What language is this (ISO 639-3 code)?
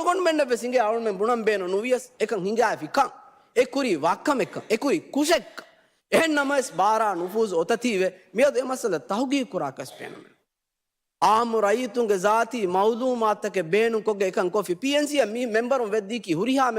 div